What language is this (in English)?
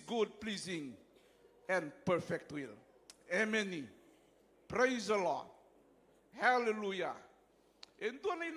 Fijian